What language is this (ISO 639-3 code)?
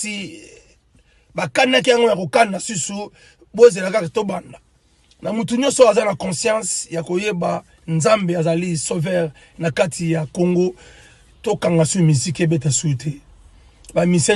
lin